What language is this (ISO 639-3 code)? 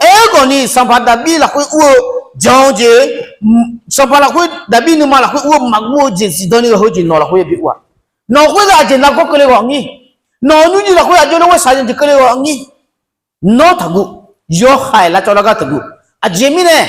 ahk